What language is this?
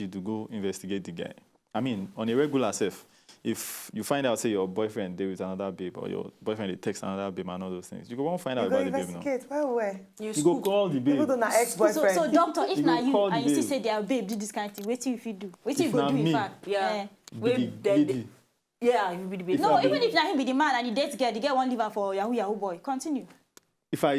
Nigerian Pidgin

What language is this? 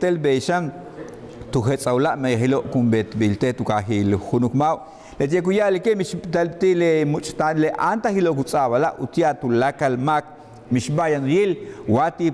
Yucateco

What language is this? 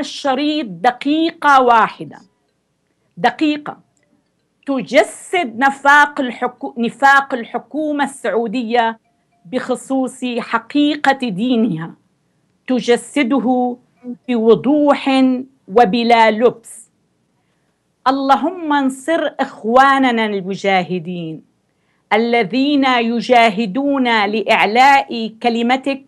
Arabic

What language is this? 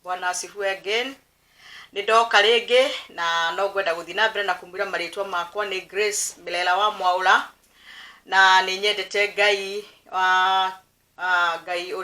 Kikuyu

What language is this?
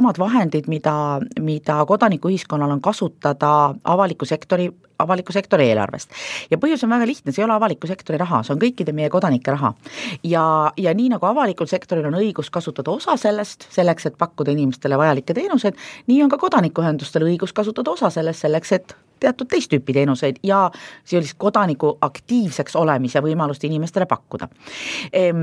Estonian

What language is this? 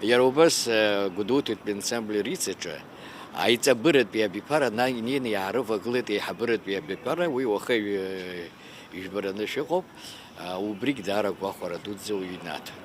Abkhazian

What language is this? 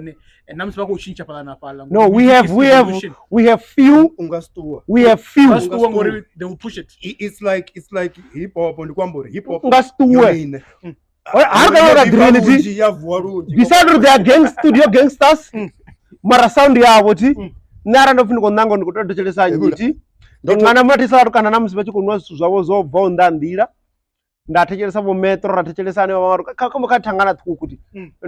Venda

